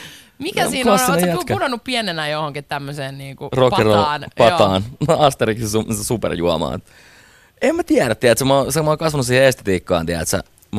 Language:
Finnish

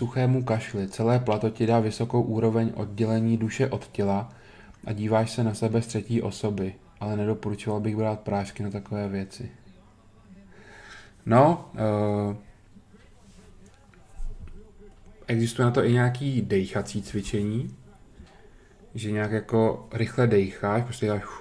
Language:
Czech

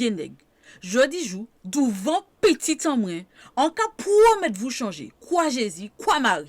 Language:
Guadeloupean Creole French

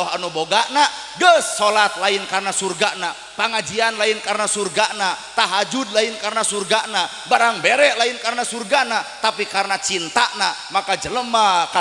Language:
Sundanese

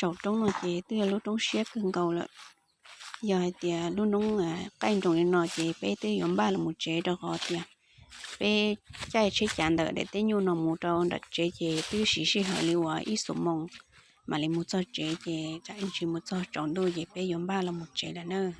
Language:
Hmong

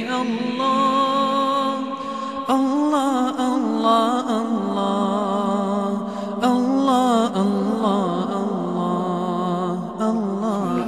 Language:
Bosnian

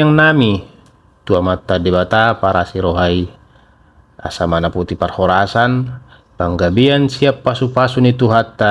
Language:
Batak Toba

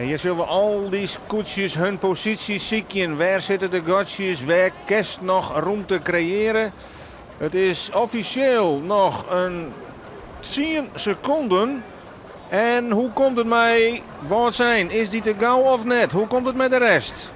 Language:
Western Frisian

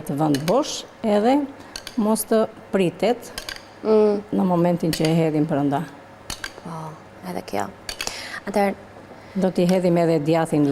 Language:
Albanian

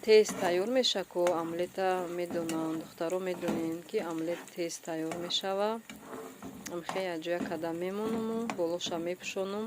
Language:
Tajik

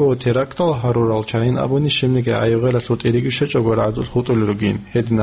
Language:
Avaric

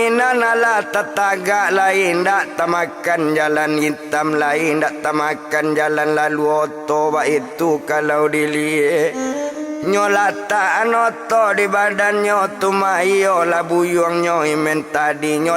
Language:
Minangkabau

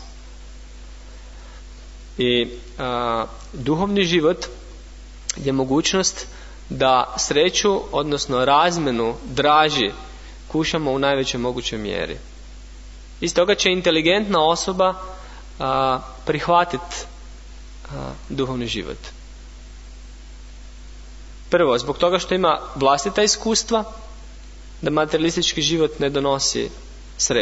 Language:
Croatian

